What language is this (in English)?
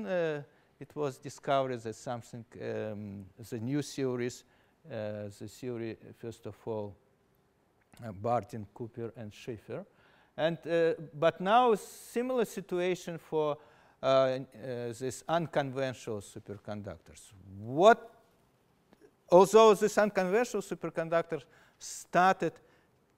English